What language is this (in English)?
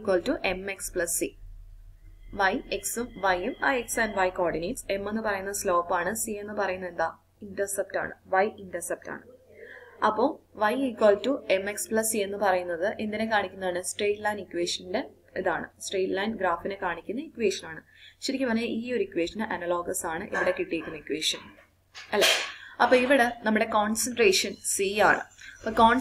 Malayalam